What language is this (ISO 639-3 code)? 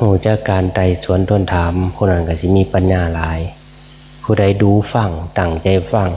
tts